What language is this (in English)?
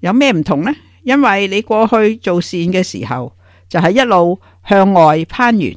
Cantonese